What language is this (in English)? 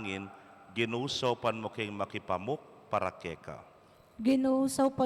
Pampanga